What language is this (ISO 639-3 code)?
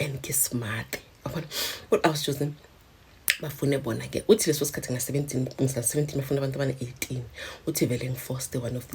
zul